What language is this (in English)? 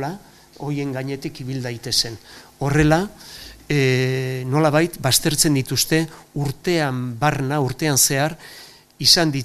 Basque